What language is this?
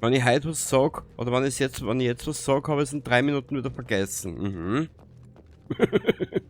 Bavarian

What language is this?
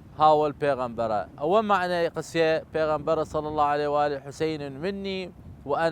Southern Kurdish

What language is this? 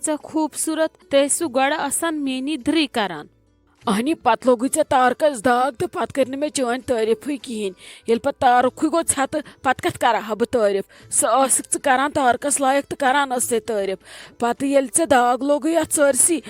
Kashmiri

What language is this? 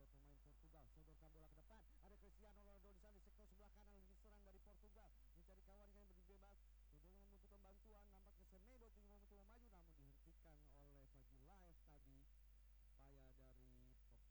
Indonesian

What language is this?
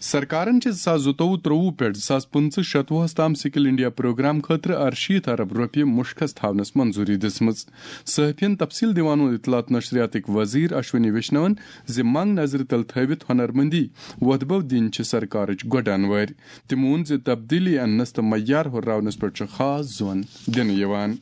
Kashmiri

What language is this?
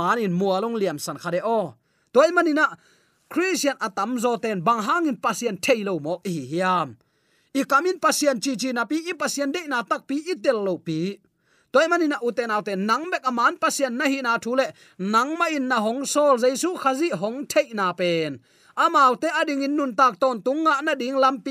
Tedim Chin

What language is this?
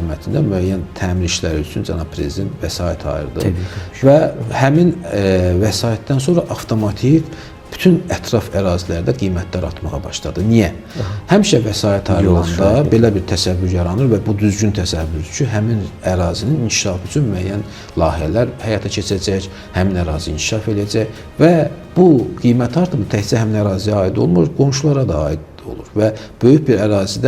Azerbaijani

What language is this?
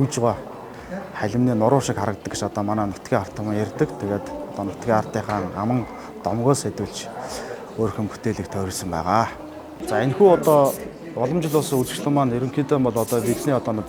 Mongolian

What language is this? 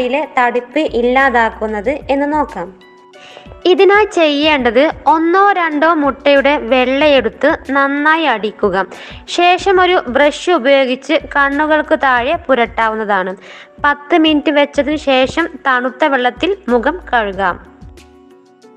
Malayalam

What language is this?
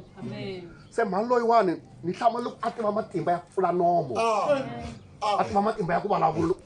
Tsonga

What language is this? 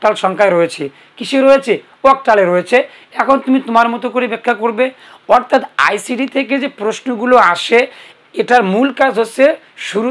Bangla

